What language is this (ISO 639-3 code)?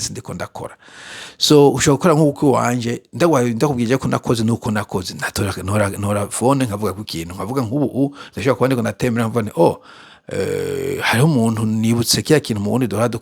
run